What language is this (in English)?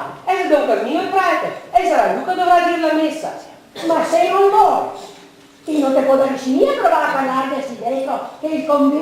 Venetian